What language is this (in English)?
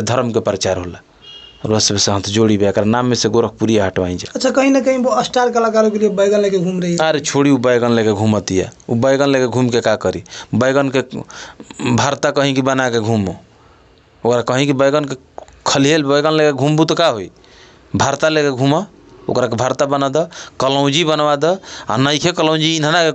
Bhojpuri